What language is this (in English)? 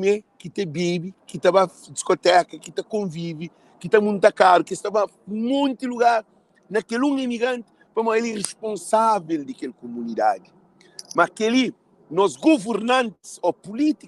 Kabuverdianu